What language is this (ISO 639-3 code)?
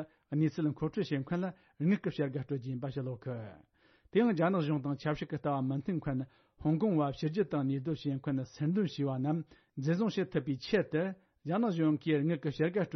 bod